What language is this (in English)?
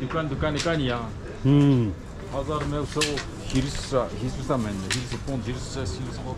Zaza